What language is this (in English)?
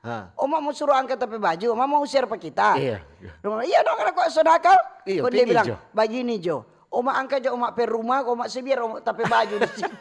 Manado Malay